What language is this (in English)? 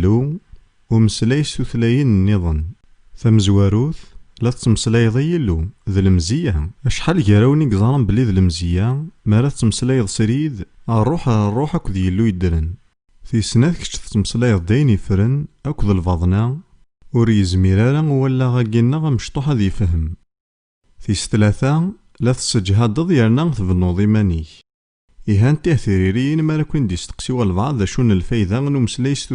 Kabyle